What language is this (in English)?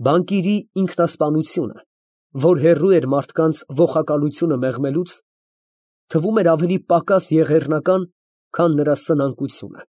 Armenian